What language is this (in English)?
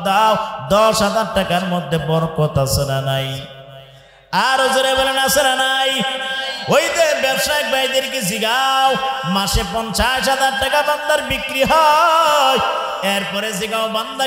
Bangla